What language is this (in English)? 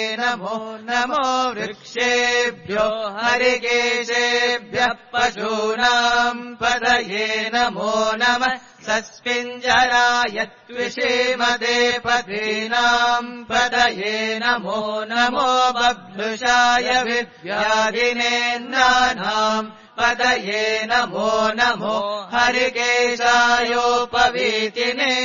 Sanskrit